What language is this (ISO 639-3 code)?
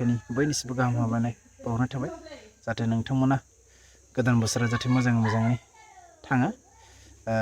brx